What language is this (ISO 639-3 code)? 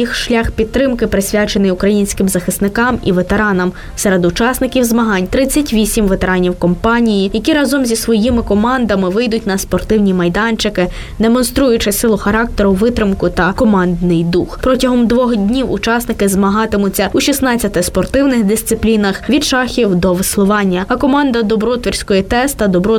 ukr